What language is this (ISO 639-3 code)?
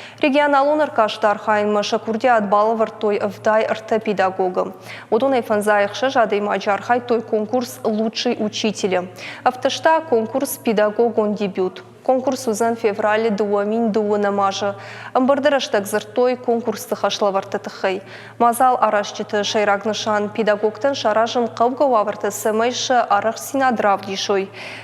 oss